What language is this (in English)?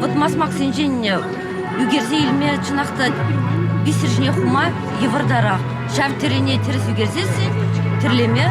Chuvash